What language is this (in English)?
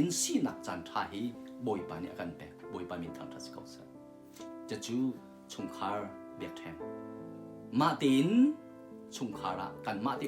Hakha Chin